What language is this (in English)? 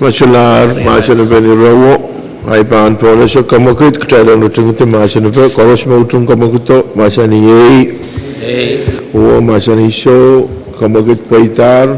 Pohnpeian